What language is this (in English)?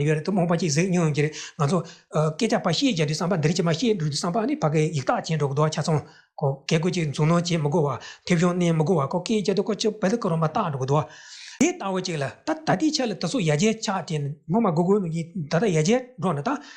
Tibetan